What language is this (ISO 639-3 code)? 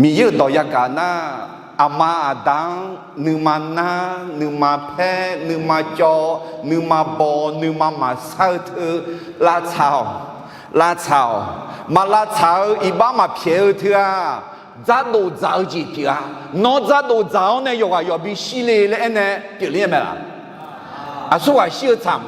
ahk